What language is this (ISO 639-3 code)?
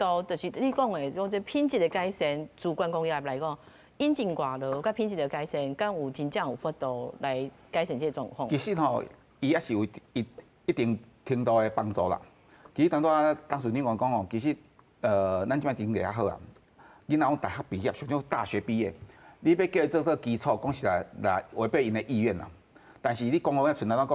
nan